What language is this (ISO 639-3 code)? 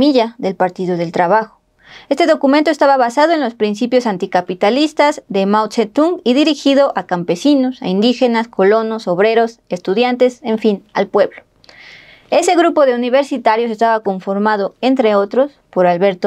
spa